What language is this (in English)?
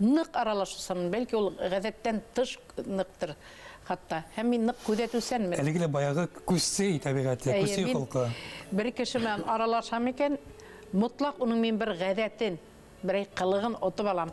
Bashkir